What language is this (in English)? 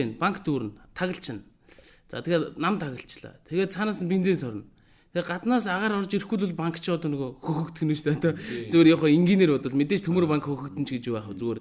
Mongolian